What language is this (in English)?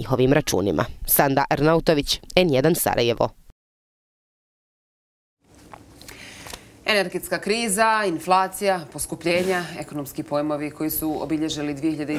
Bosnian